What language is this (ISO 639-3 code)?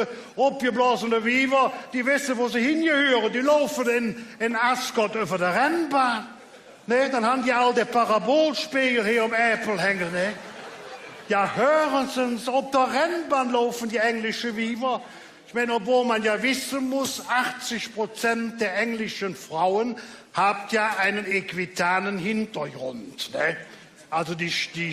ksh